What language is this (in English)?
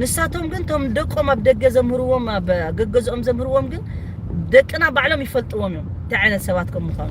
Tigrinya